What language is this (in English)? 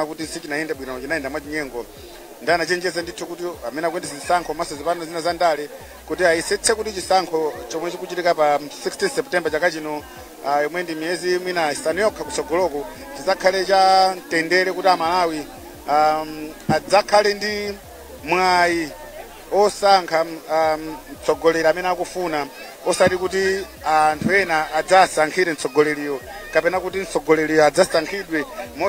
Nyanja